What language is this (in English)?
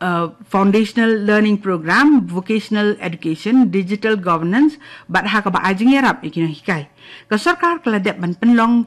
Khasi